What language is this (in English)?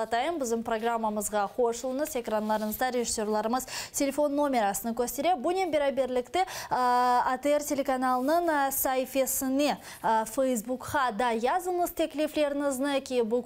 Crimean Tatar